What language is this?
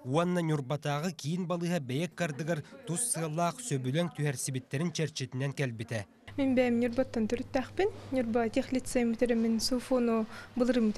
Yakut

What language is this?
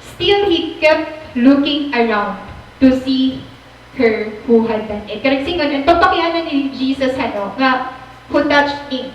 Waray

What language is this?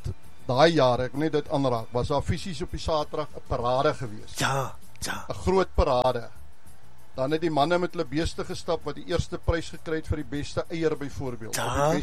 Afrikaans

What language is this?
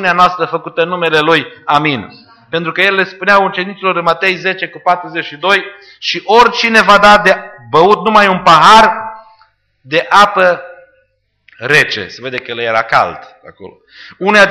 Romanian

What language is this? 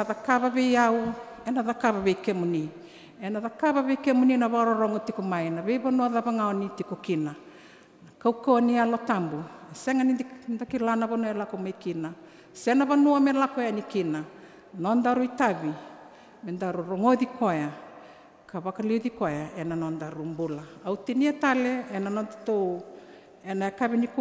Fijian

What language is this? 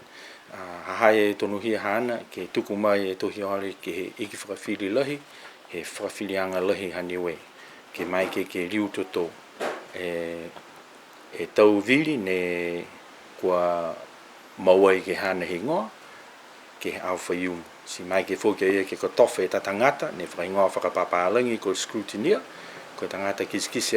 Niuean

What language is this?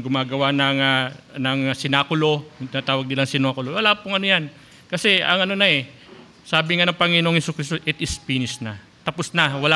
Filipino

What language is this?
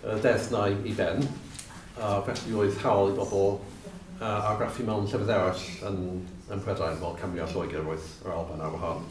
Welsh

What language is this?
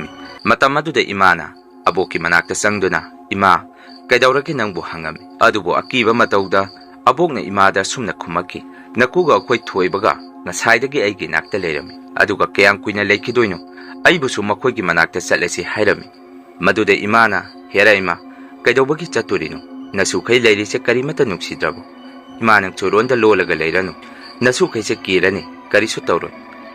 Manipuri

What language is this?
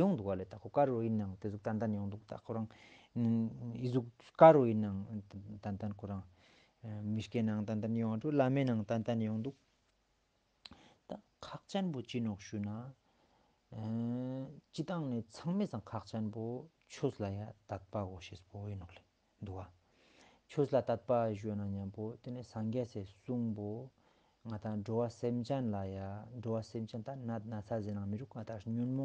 Ladakhi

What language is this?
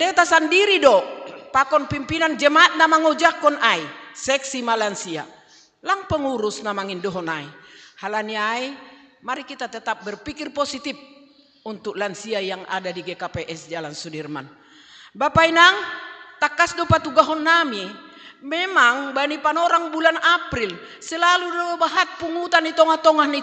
Batak Simalungun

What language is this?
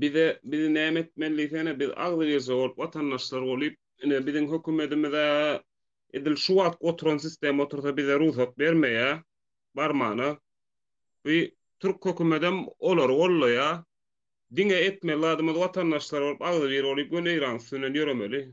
Turkmen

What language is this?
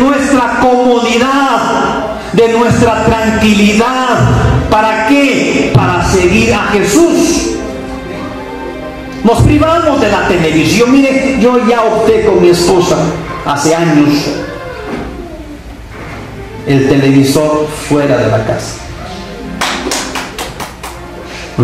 Spanish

